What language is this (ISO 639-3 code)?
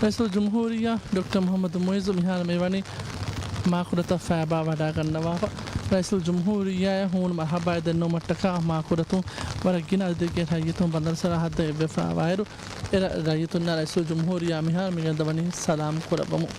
div